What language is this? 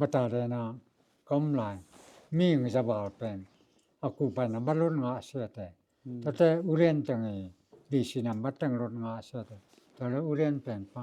Tedim Chin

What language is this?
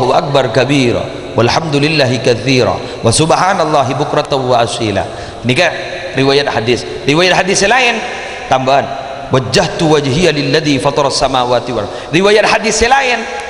Madurese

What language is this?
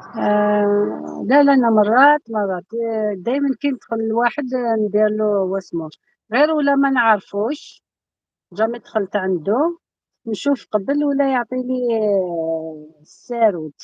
Algerian Arabic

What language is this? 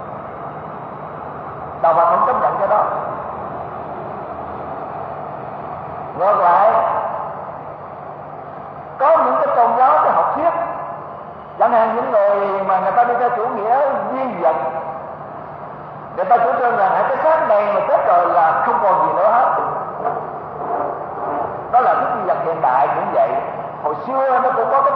Vietnamese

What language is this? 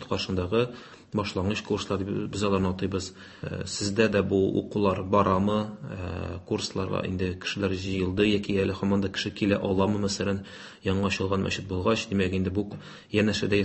Tatar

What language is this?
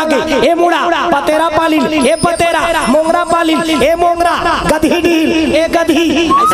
Chhattisgarhi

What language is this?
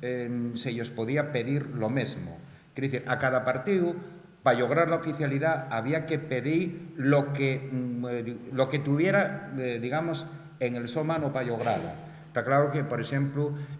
Asturian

